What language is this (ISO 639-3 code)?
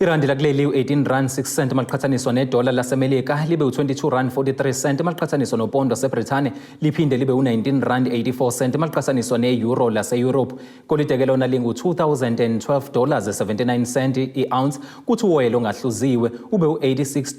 zul